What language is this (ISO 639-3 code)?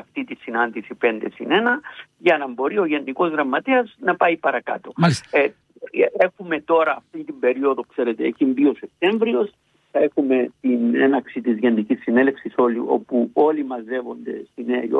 ell